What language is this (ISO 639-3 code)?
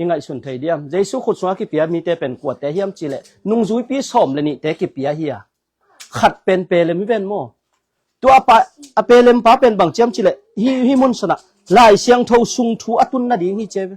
ctd